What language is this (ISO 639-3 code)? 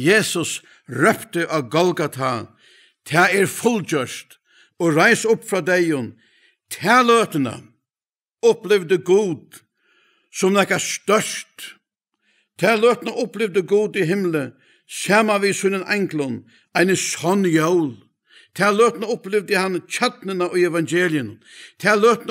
fao